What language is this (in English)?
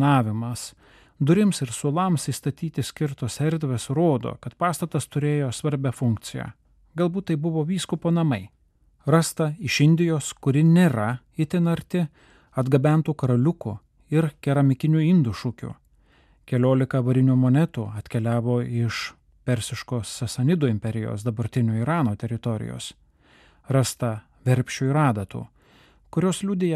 Lithuanian